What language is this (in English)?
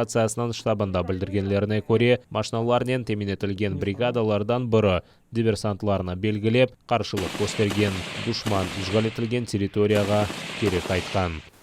Crimean Tatar